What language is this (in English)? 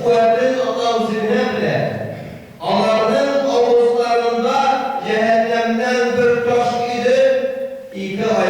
Tatar